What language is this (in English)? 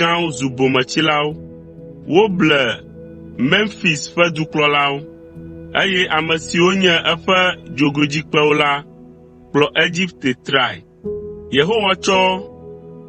Ewe